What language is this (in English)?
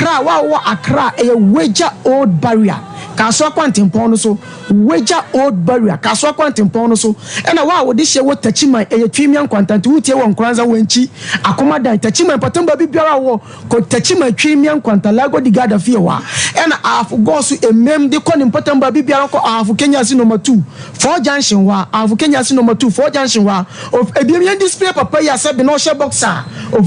Akan